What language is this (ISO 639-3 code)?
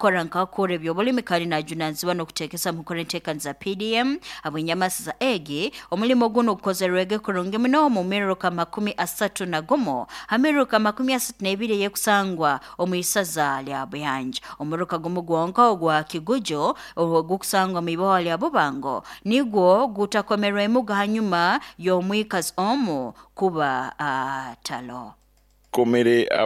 nyo